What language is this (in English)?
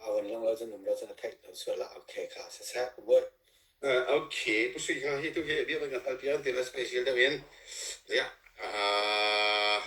Hakha Chin